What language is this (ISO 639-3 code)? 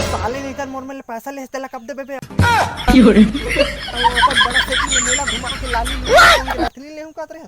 hne